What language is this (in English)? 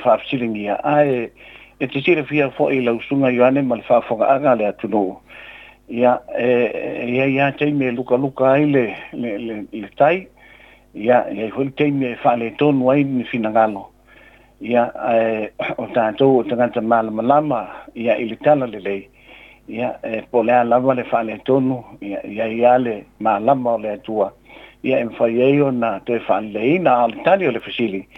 Samoan